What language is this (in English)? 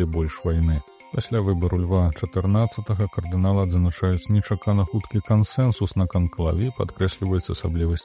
Belarusian